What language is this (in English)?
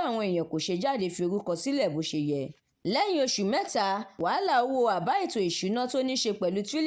Yoruba